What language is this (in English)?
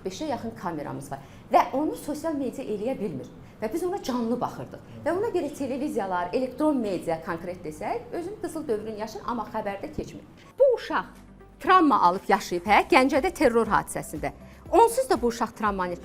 Azerbaijani